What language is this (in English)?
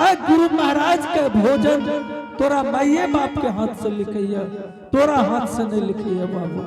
Angika